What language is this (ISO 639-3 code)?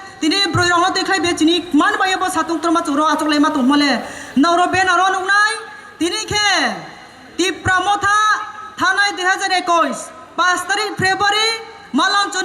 trp